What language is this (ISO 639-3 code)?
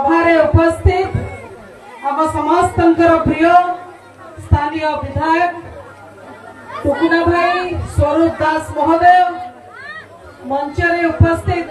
ori